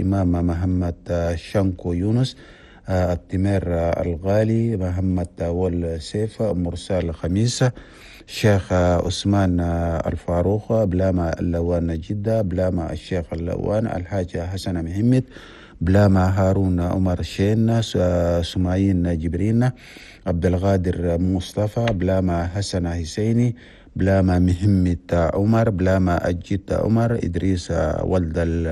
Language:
Chadian Arabic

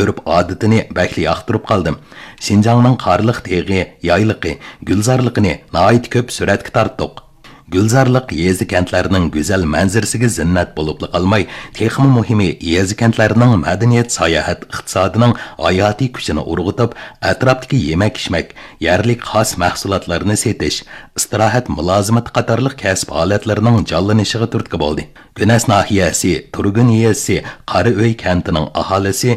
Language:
Uyghur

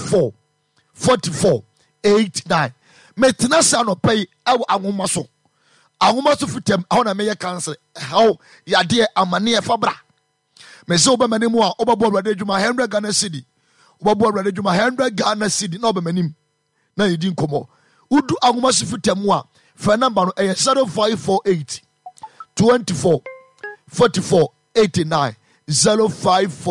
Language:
Akan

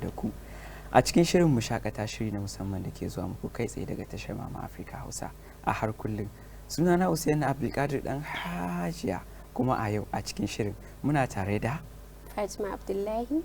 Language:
Hausa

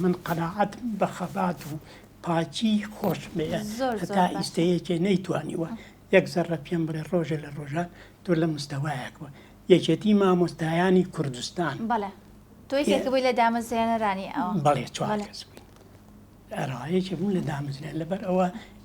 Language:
Central Kurdish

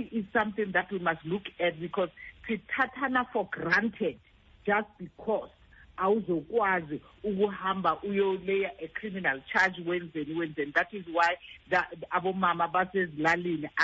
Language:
Xhosa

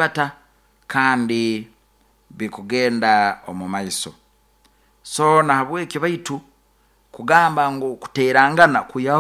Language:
Nyoro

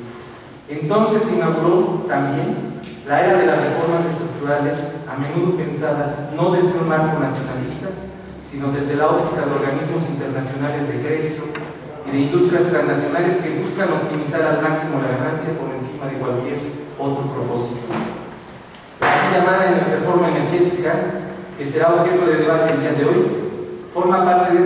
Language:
Spanish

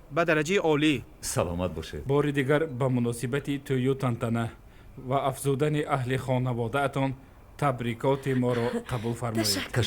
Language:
Tajik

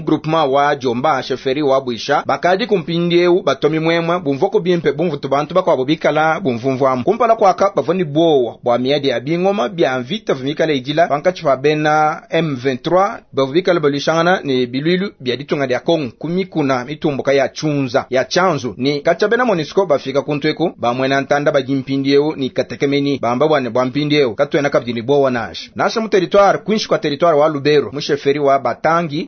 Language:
Luba-Lulua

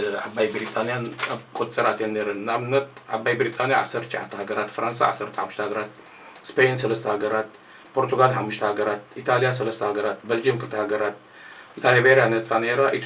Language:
Tigrinya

